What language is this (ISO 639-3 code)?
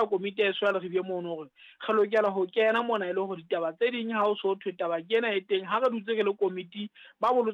sot